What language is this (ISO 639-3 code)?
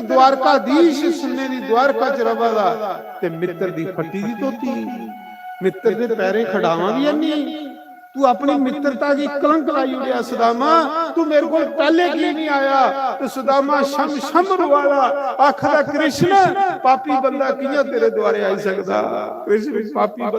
doi